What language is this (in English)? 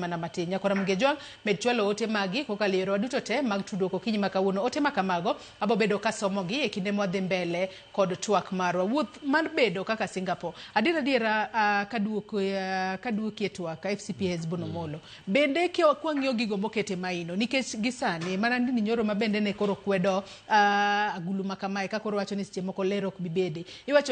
Luo (Kenya and Tanzania)